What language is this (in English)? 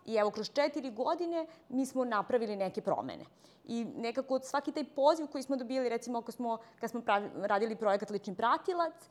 Serbian